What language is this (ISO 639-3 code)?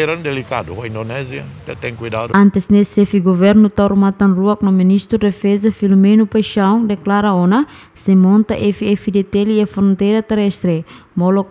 tet